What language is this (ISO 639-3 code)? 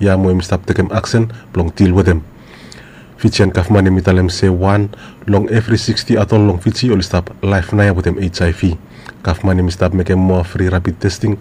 bis